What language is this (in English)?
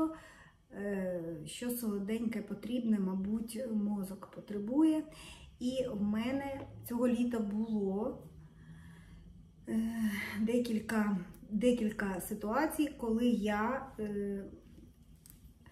Ukrainian